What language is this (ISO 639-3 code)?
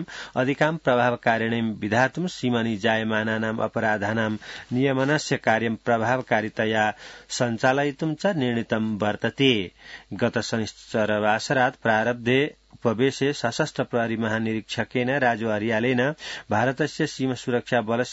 san